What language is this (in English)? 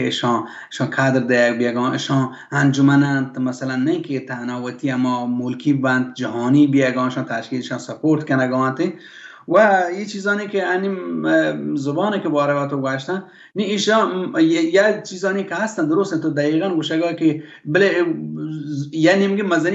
Baluchi